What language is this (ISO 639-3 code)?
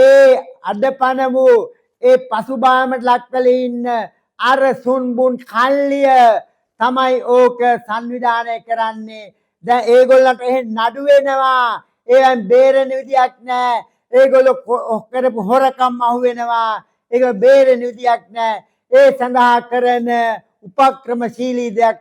sin